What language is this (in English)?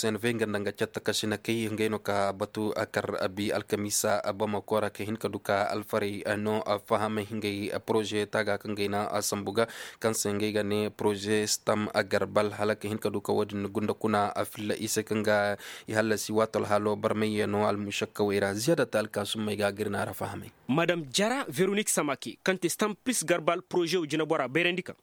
Koyraboro Senni